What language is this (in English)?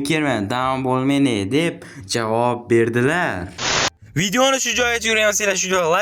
Uzbek